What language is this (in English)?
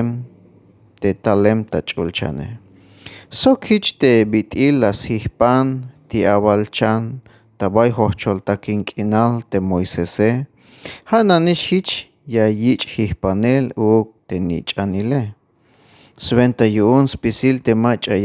Tzeltal